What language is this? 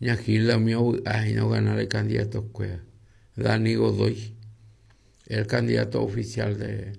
Guarani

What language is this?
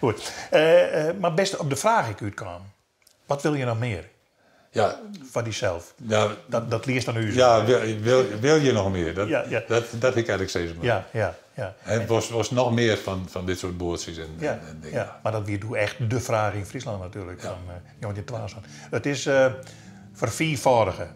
Western Frisian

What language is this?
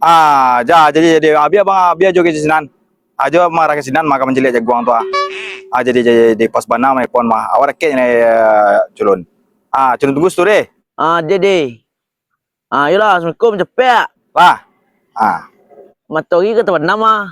Minangkabau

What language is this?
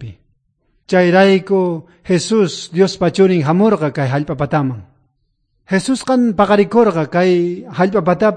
South Bolivian Quechua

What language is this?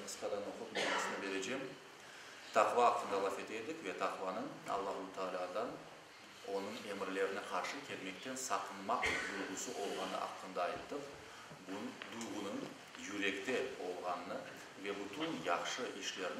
Crimean Tatar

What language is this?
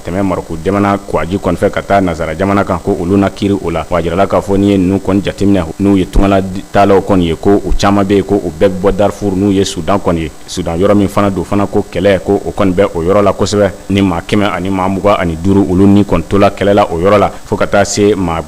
Bambara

